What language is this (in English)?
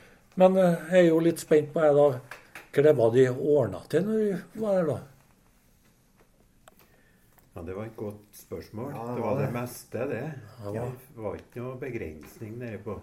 Norwegian